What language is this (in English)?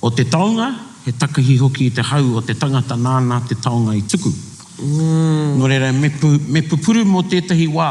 Māori